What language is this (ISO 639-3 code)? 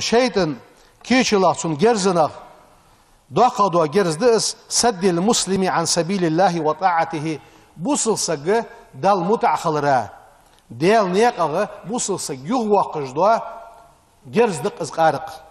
inh